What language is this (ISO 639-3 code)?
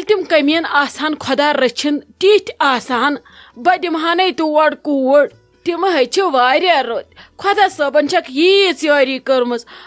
kas